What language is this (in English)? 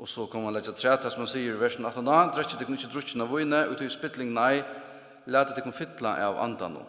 Faroese